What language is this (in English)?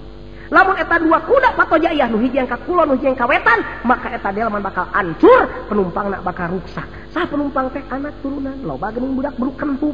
Sundanese